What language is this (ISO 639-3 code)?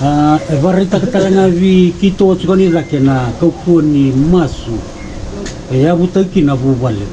fij